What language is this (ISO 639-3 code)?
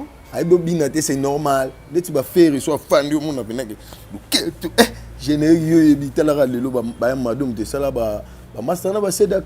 lin